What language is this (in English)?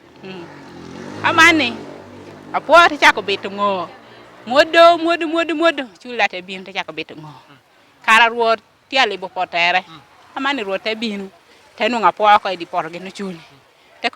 Lango (Uganda)